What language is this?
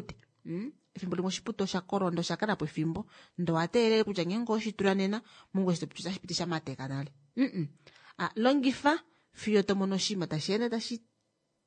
Kuanyama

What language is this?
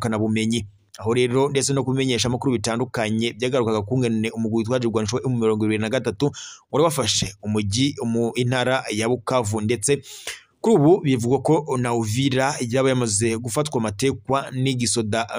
Rundi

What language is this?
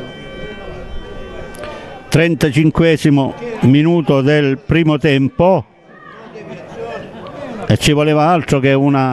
Italian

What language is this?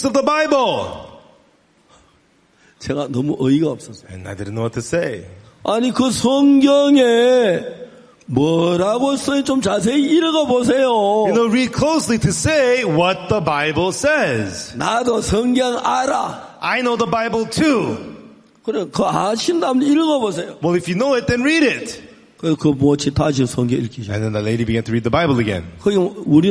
Korean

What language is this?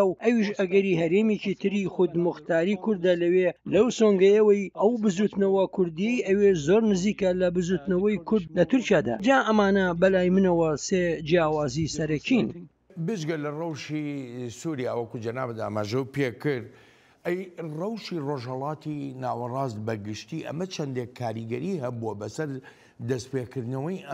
Central Kurdish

